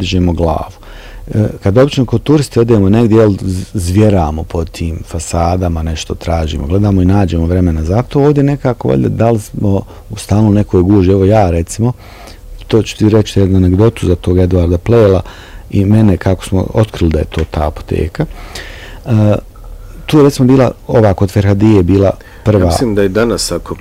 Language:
Bosnian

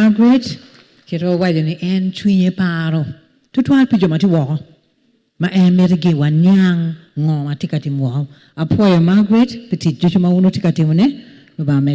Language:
Acoli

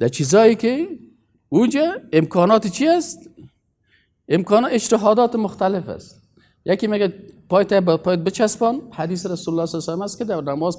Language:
Persian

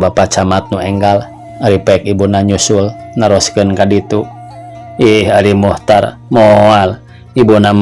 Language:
Sundanese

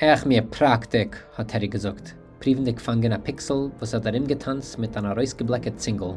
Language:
Yiddish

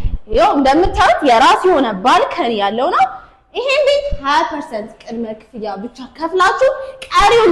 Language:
Amharic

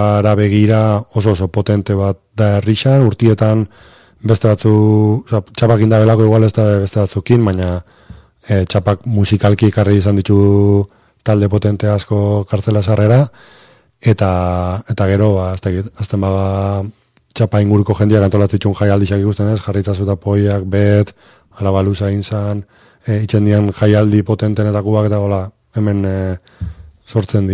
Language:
Basque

